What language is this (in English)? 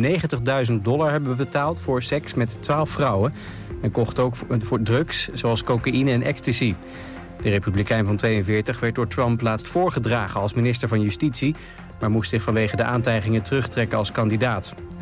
Dutch